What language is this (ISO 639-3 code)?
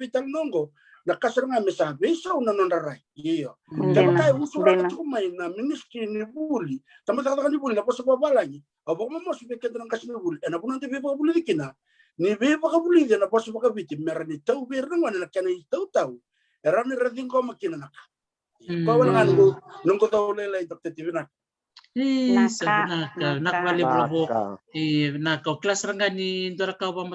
fij